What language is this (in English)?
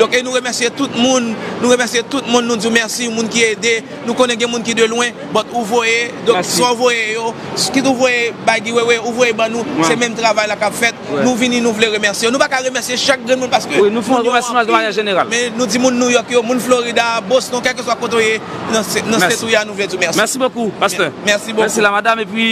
Haitian Creole